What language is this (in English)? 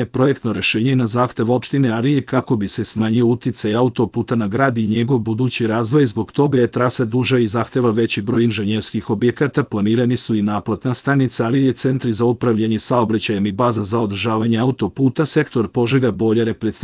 Serbian